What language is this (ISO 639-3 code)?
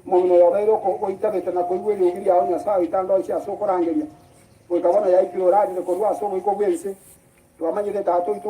guz